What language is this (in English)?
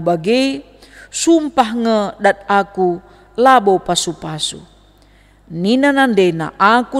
Batak Karo